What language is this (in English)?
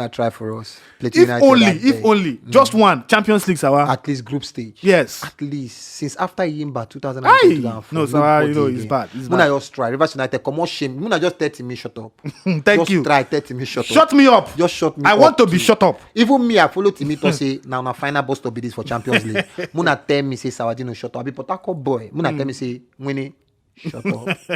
Nigerian Pidgin